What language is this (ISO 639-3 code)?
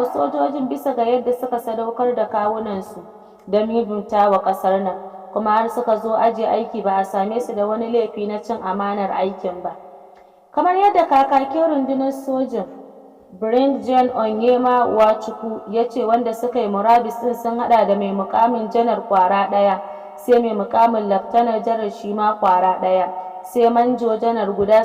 hau